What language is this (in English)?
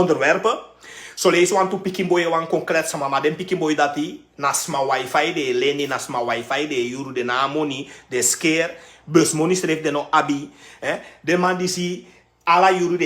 Sranan Tongo